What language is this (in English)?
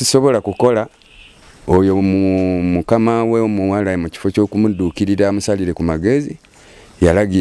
Ganda